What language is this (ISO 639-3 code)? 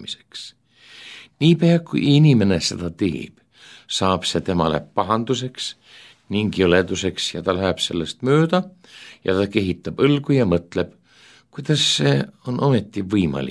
est